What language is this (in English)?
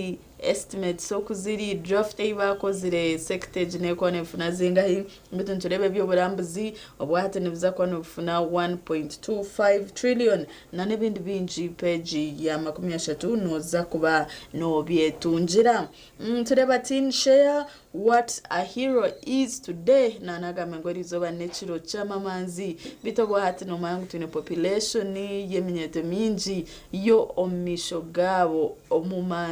Nyankole